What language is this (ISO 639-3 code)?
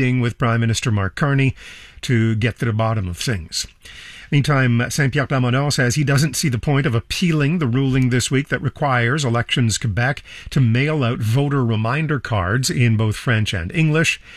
eng